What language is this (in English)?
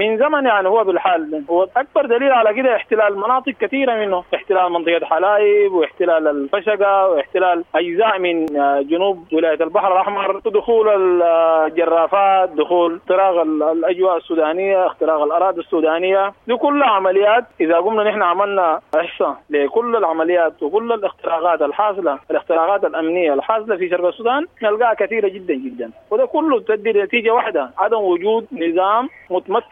Sudanese Arabic